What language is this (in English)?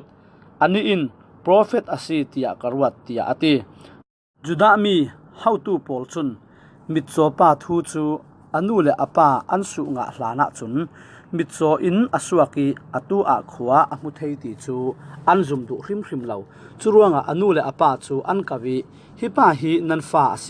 Falam Chin